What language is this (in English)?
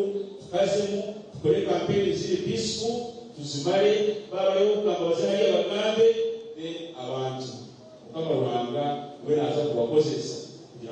Nyankole